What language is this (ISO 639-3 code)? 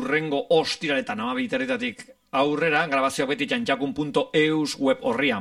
eus